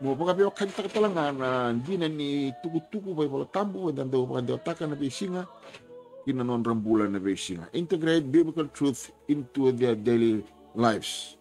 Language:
Fijian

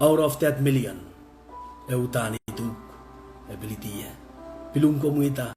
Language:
Pohnpeian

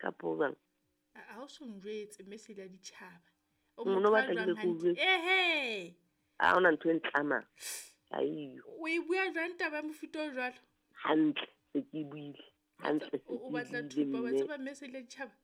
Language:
Southern Sotho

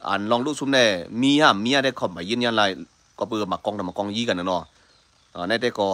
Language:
Shan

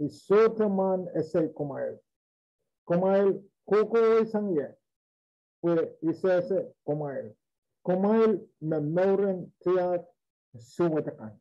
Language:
Pohnpeian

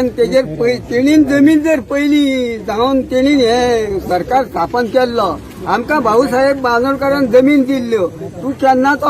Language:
Konkani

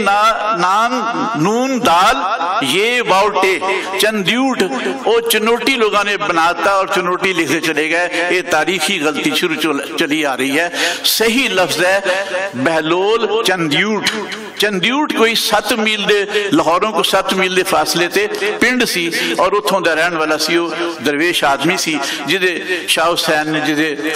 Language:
Western Panjabi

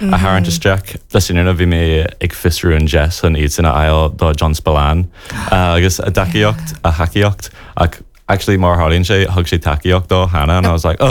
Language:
Irish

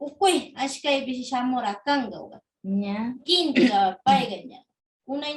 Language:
Northern Pastaza Quichua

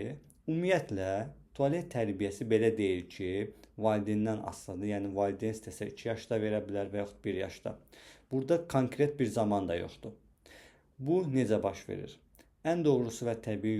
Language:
Azerbaijani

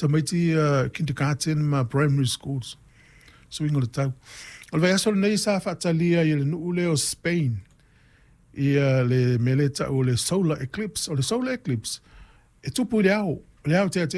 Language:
Samoan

